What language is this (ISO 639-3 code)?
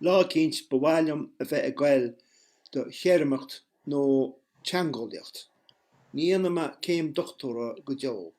gle